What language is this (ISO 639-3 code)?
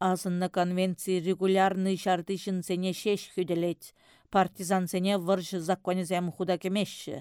chv